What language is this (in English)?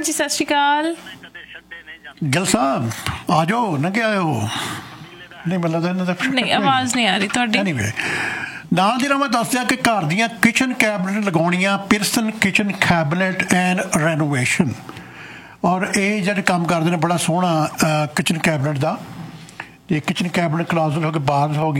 Punjabi